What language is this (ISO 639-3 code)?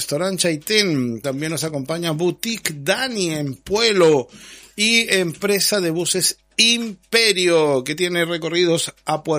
spa